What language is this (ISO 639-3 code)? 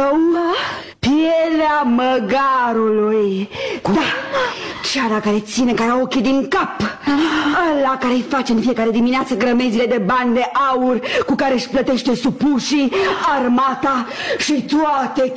ron